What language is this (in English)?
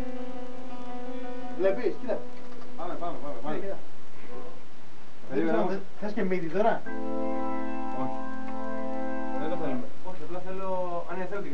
Greek